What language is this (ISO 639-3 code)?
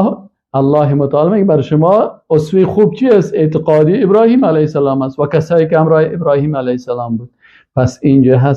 fas